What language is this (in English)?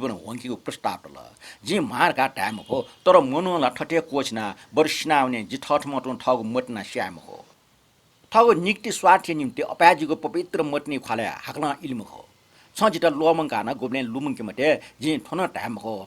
Newari